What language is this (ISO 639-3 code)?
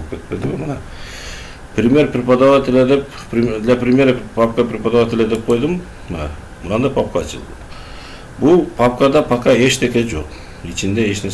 kir